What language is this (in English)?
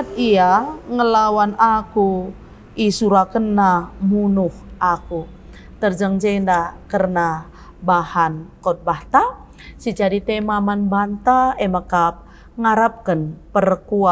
Batak Karo